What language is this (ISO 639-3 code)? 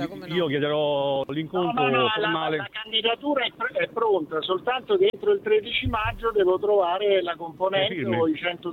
ita